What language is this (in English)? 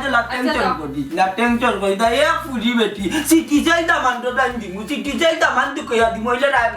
Sylheti